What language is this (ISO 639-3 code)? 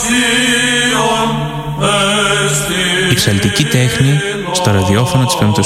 ell